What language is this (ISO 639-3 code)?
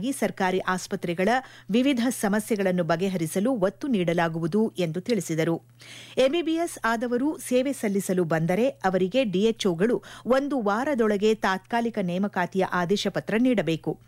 kan